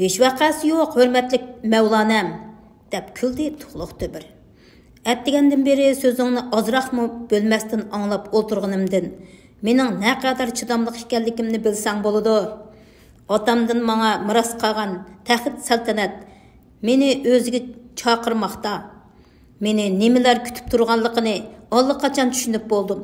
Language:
Uyghur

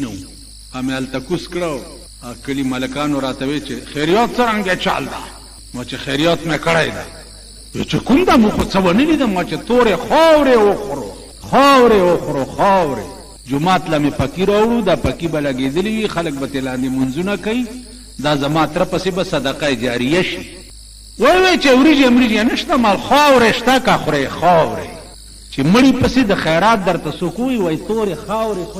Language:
Pashto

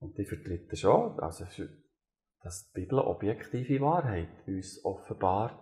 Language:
Swiss German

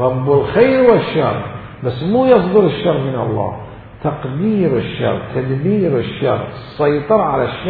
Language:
Mesopotamian Arabic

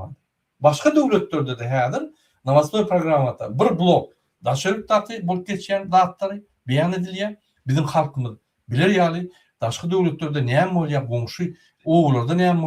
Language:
Turkmen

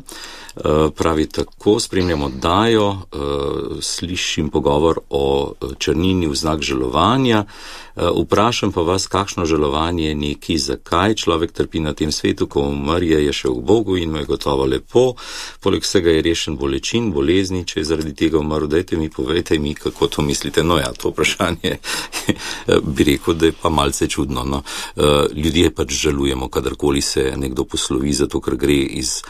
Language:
Slovenian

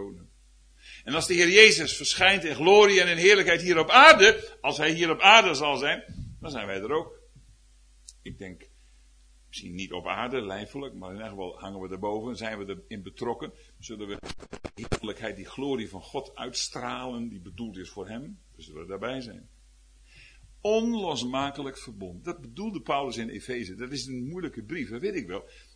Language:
Dutch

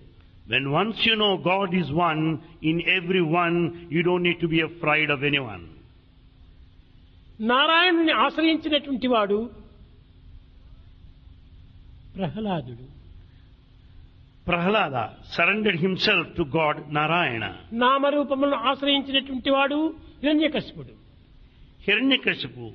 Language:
Telugu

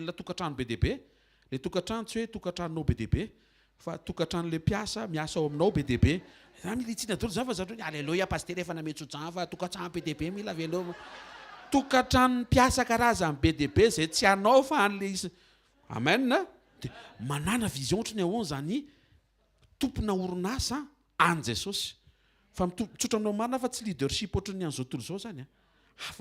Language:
Malagasy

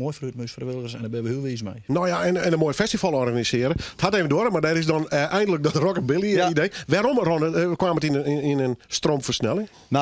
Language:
Western Frisian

